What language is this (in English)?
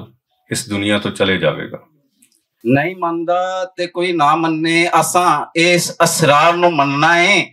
Western Panjabi